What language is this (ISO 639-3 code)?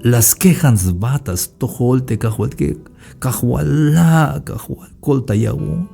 tzh